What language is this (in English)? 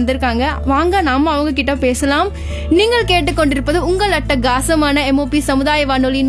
Tamil